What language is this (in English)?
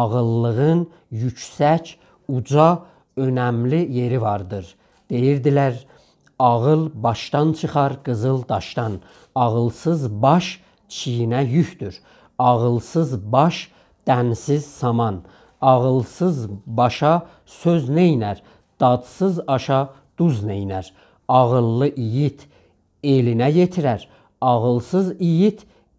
South Azerbaijani